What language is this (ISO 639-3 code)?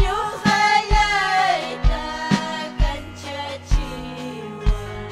quy